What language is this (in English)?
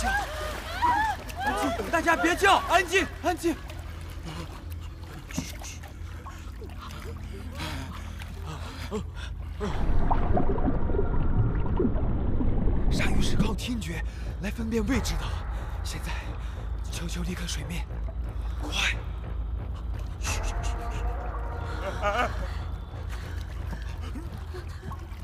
Chinese